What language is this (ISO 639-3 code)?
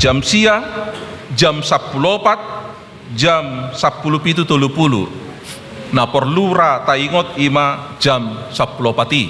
bbc